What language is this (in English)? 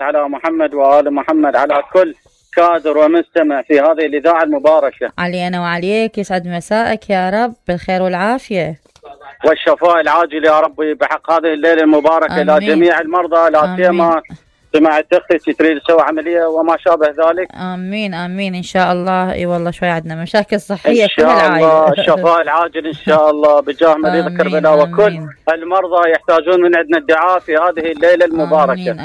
Mesopotamian Arabic